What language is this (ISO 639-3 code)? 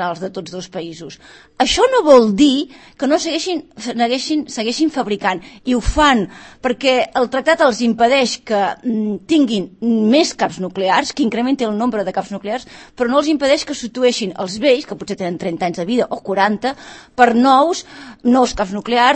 cat